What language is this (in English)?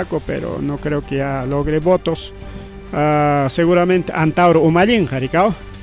Ayacucho Quechua